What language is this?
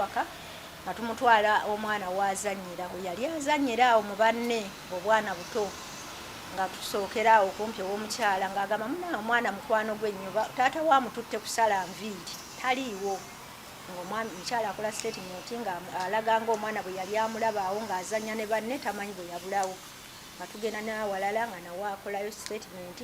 Ganda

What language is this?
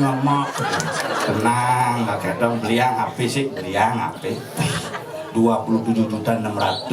Balinese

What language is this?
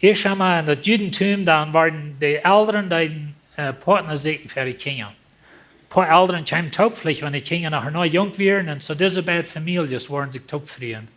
Plautdietsch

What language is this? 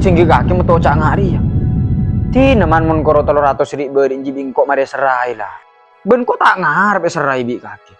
Madurese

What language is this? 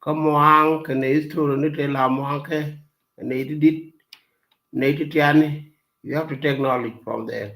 Nuer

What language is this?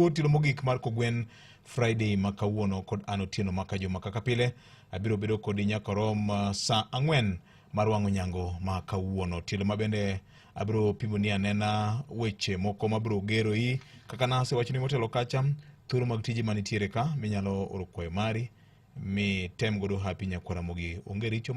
Luo (Kenya and Tanzania)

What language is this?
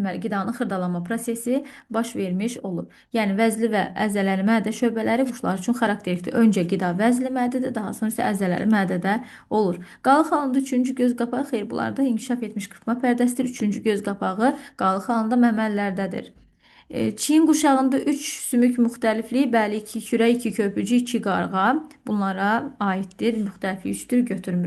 Azerbaijani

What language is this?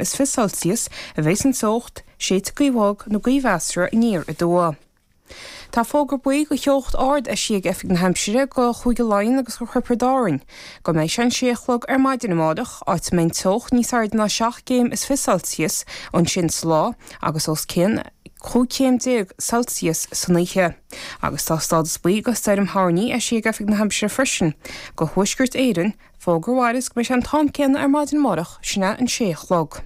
Irish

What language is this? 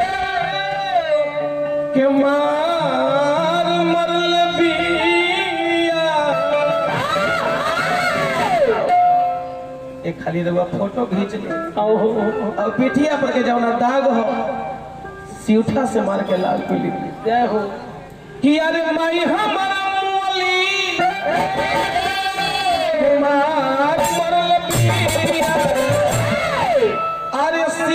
Bhojpuri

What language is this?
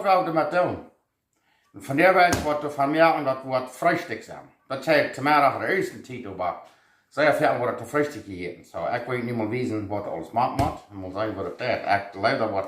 Plautdietsch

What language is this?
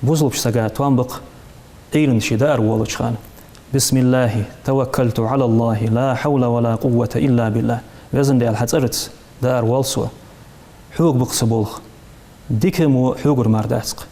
Ingush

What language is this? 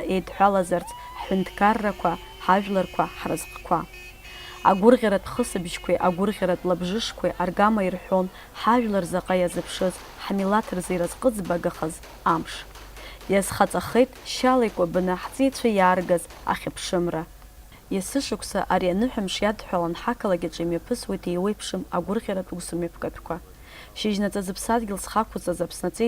Abkhazian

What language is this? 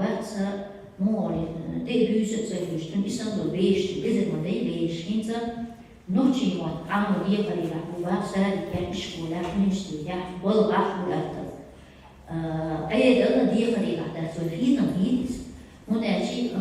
Chechen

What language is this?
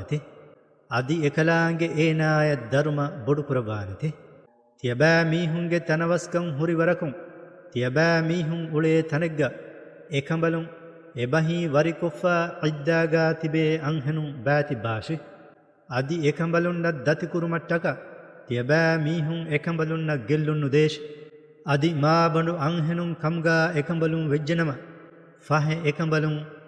Divehi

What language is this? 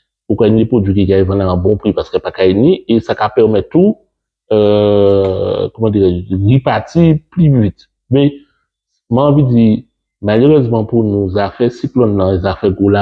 Guadeloupean Creole French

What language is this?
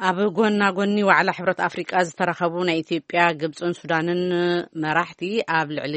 Tigrinya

